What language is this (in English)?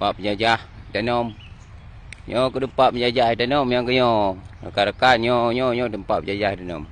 Achinese